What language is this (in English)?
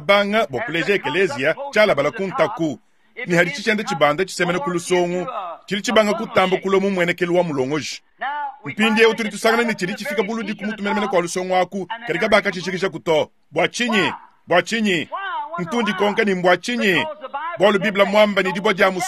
Luba-Lulua